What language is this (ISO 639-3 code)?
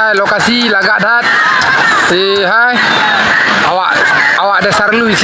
ace